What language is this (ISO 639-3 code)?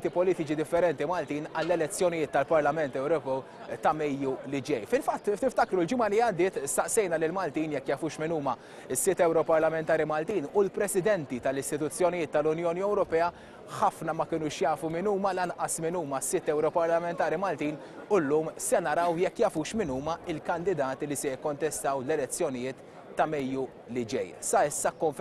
mlt